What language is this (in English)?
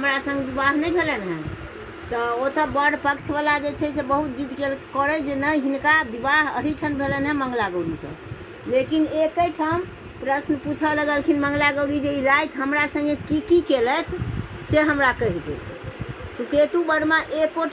Maithili